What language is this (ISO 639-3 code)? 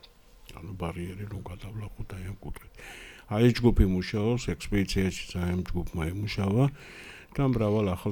kat